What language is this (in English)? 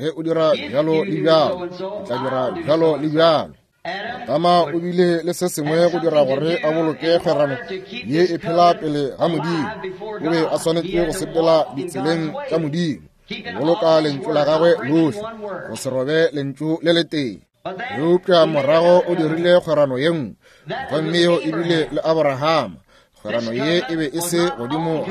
Northern Sotho